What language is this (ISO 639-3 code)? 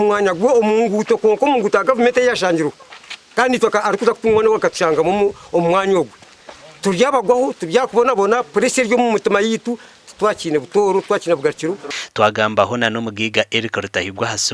nyn